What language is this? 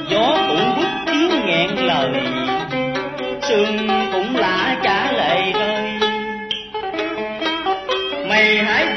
Vietnamese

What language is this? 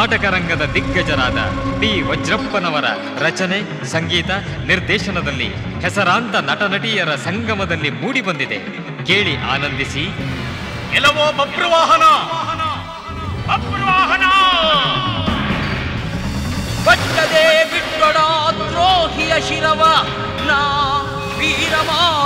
Kannada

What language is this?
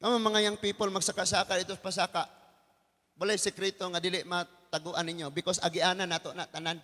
Cebuano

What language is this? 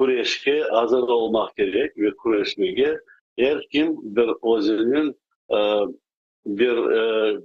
Crimean Tatar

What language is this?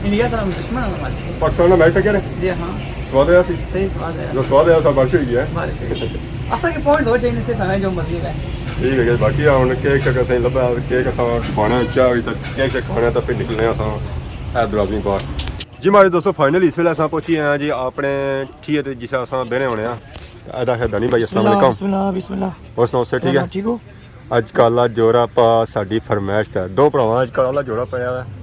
Pahari-Potwari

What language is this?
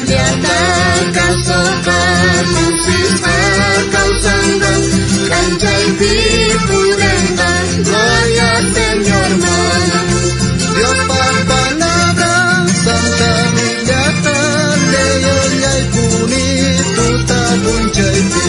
South Bolivian Quechua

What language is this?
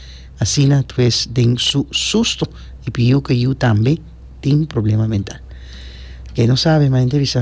Papiamento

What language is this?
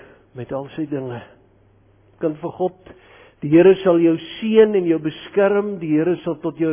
Afrikaans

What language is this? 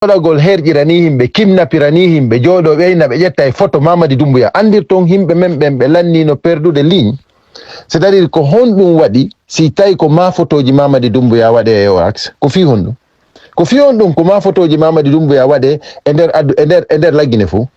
Fula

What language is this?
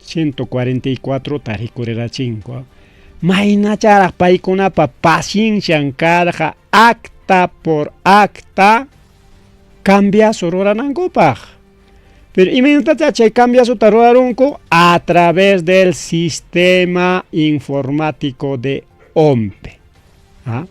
Ayacucho Quechua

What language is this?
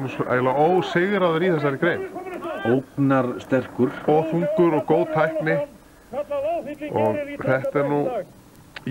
Icelandic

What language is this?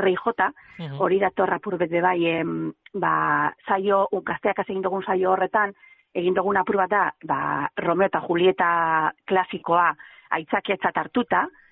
Basque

